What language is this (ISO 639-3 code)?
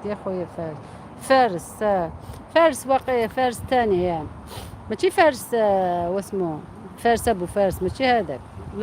arq